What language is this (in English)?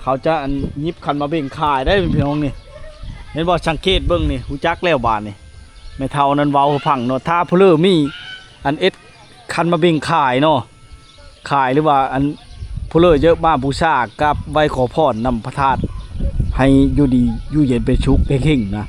Lao